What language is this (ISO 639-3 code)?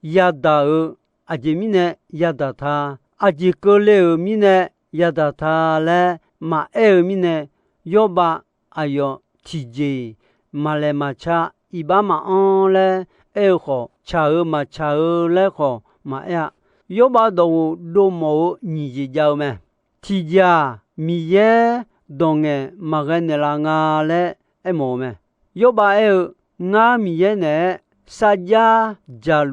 ahk